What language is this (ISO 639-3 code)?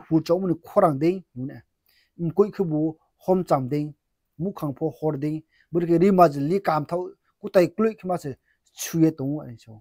ria